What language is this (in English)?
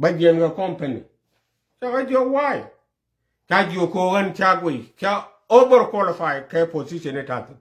Nuer